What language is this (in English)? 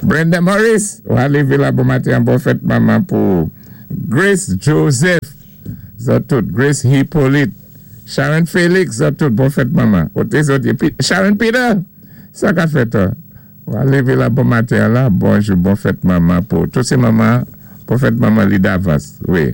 Saint Lucian Creole French